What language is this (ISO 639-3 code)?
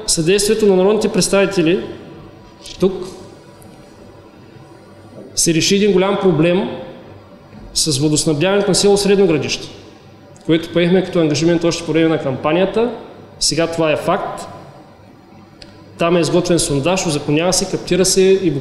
bul